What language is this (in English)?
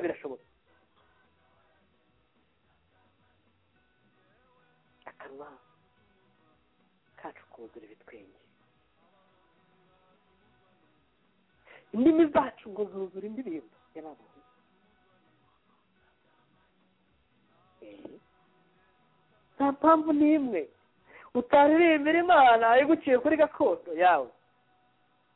Kinyarwanda